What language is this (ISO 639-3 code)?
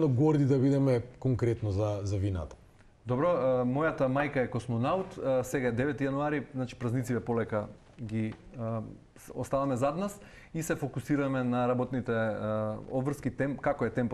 mkd